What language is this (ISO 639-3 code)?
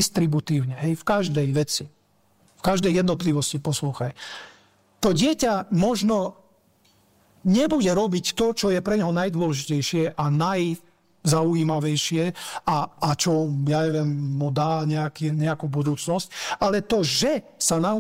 slk